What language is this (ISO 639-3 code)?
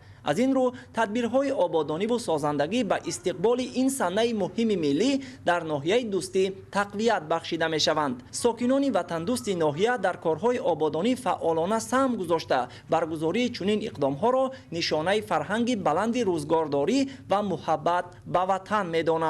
tgk